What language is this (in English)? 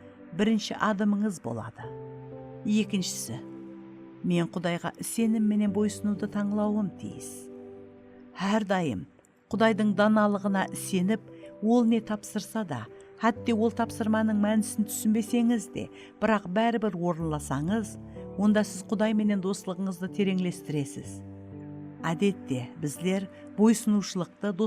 Kara-Kalpak